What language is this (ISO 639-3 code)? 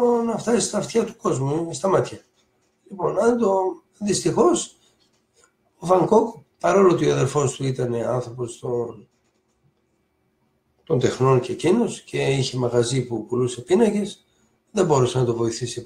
ell